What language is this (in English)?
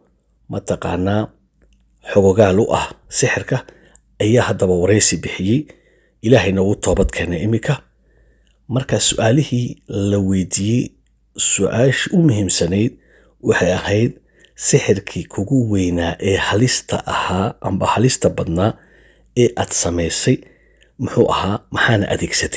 Somali